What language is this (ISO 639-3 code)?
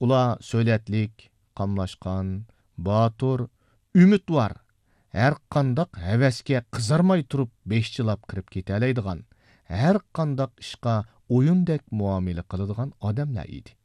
uig